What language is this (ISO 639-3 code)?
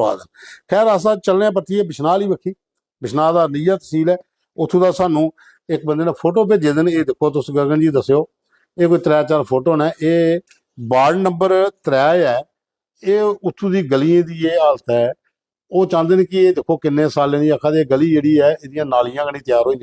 doi